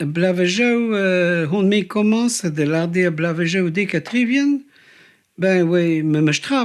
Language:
Breton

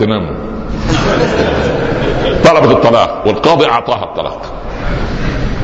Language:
Arabic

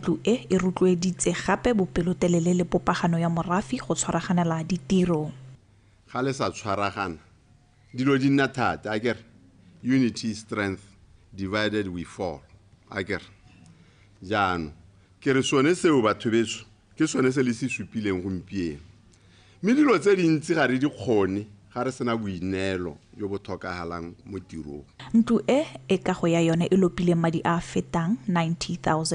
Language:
Tswana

